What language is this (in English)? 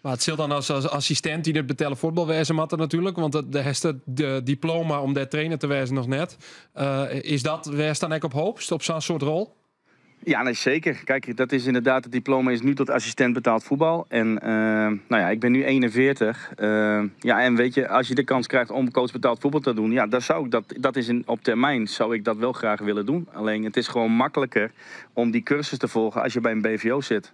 Western Frisian